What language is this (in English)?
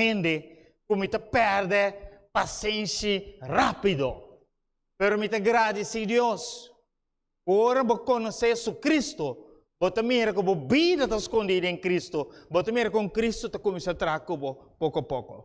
Papiamento